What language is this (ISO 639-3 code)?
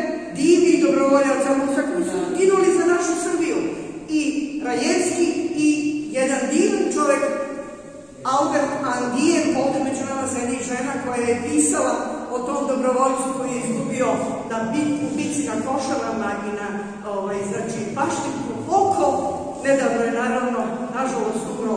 srp